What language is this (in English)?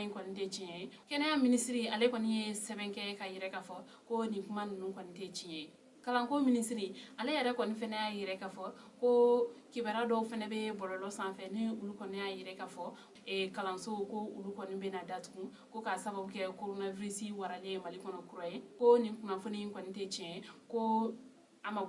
Bambara